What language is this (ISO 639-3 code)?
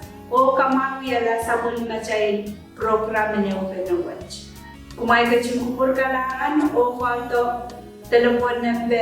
pon